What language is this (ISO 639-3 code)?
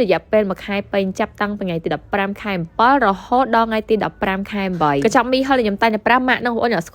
khm